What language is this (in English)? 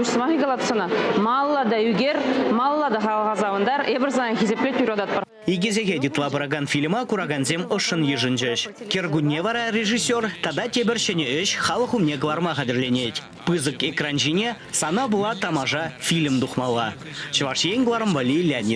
Chuvash